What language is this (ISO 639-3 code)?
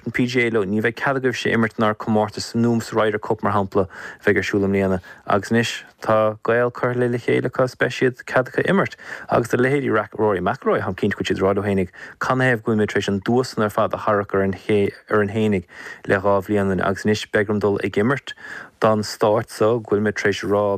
gle